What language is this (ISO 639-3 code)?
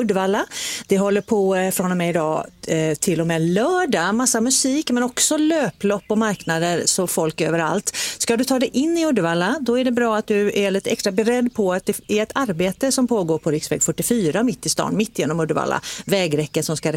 swe